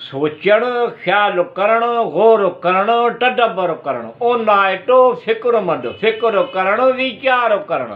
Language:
Sindhi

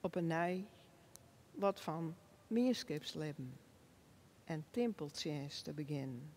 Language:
Western Frisian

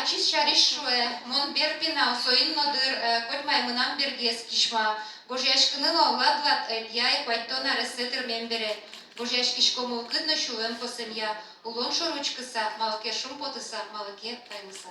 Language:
Udmurt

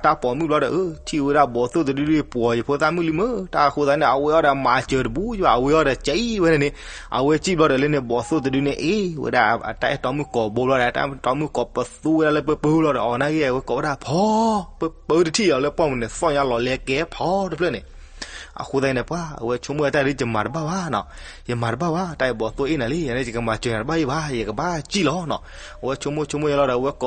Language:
S'gaw Karen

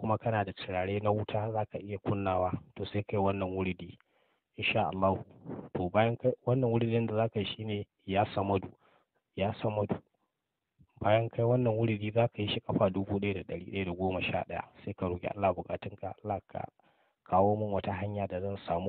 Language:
Hausa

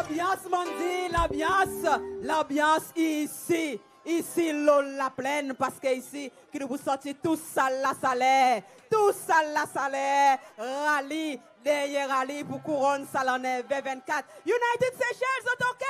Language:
Seselwa Creole French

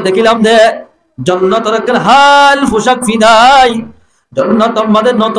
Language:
Rohingya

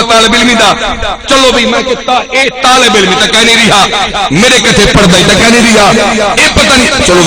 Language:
Saraiki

